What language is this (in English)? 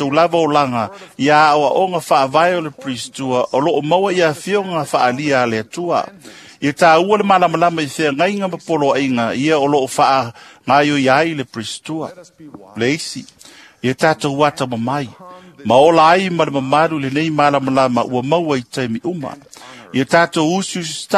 Samoan